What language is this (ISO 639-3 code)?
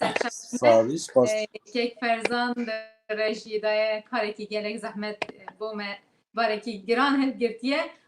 kur